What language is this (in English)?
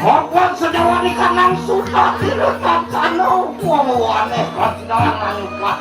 Balinese